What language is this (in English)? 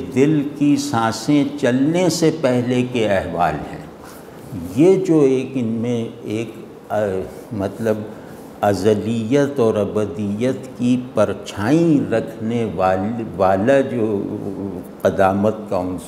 Urdu